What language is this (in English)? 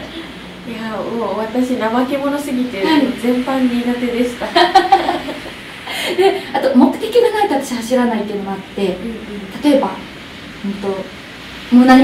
Japanese